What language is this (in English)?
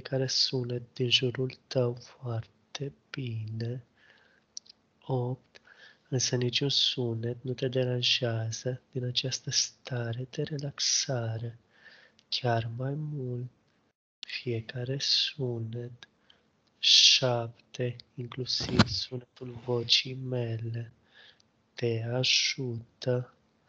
Romanian